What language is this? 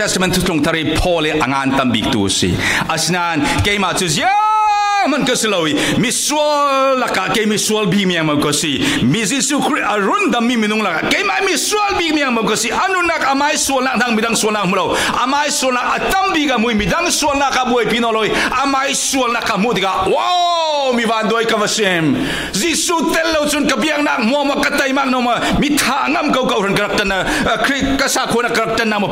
Falam Chin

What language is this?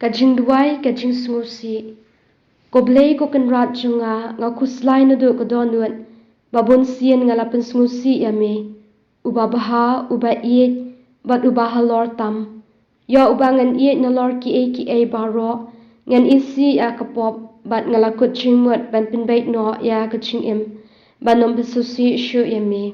Khasi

